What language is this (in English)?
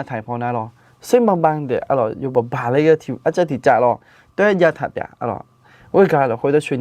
Akha